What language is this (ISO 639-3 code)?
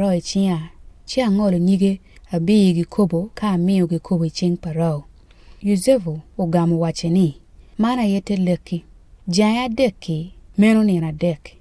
ach